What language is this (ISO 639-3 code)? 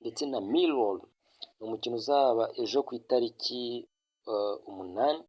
kin